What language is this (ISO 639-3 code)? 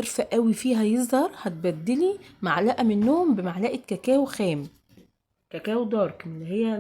arz